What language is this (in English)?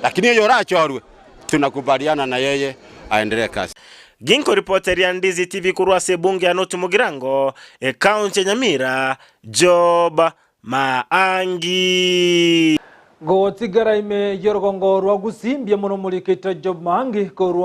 Gusii